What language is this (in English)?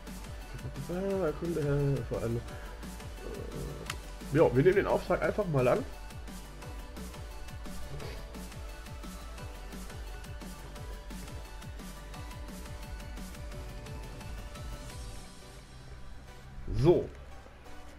German